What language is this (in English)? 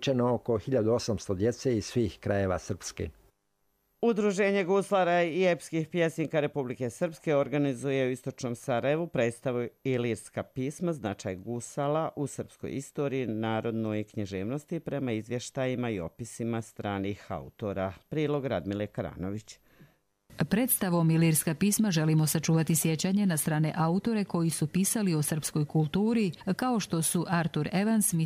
Croatian